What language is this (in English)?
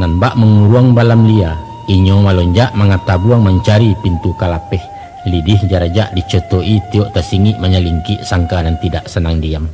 Minangkabau